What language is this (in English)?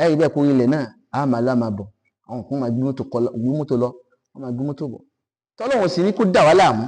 Yoruba